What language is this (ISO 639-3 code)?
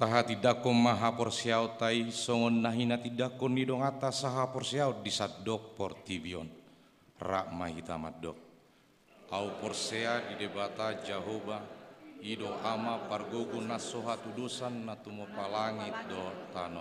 bbc